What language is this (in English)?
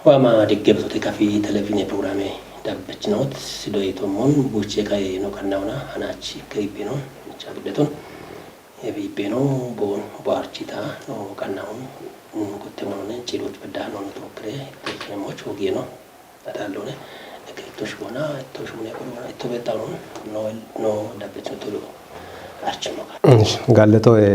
Kafa